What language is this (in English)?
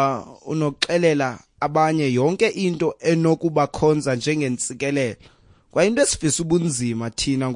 Xhosa